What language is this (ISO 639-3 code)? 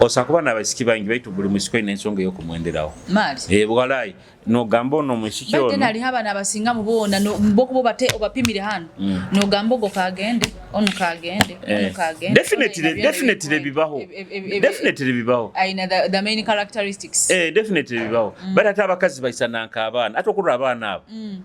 nyo